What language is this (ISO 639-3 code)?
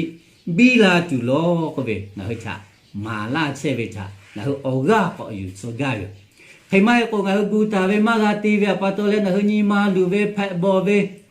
lhu